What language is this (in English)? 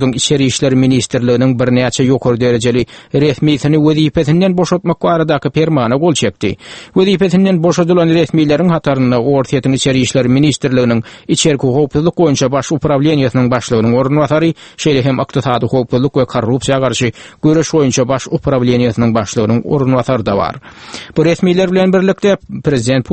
Turkmen